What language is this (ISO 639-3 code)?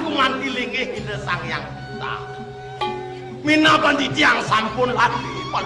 ban